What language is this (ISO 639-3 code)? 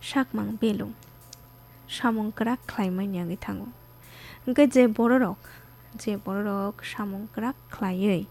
trp